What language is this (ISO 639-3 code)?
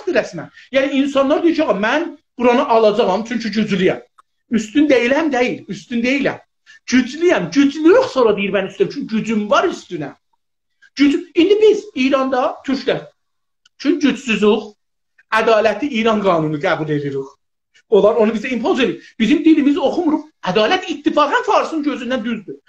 azb